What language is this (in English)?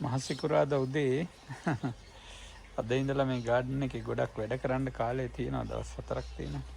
Sinhala